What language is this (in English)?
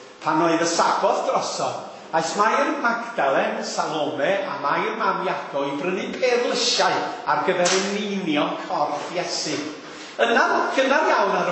Welsh